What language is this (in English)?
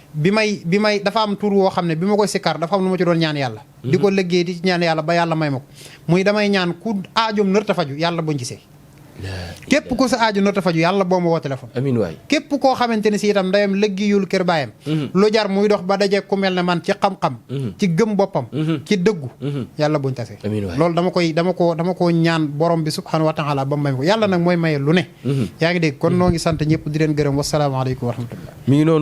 Wolof